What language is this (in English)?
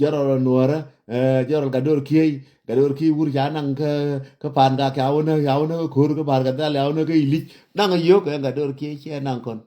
Nuer